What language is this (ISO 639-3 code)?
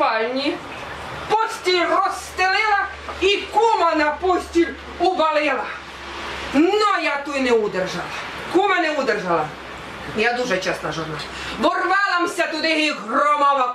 rue